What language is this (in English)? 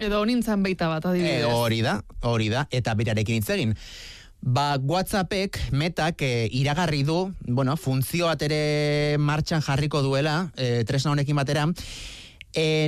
Basque